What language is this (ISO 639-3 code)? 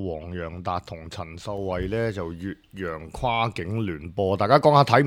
yue